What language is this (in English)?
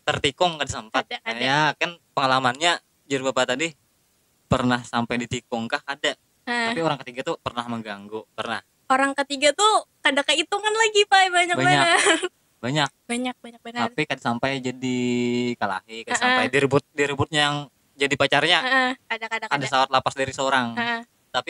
Banjar